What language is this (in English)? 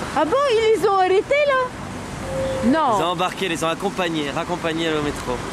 French